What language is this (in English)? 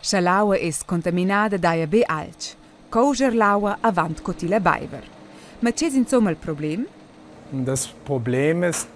Romansh